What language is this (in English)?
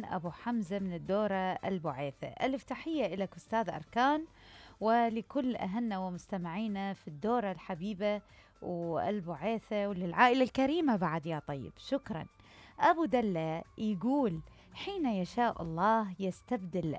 Mesopotamian Arabic